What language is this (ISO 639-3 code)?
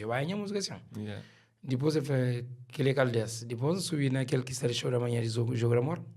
kea